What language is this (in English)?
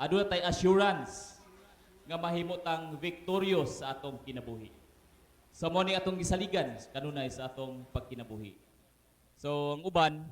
Cebuano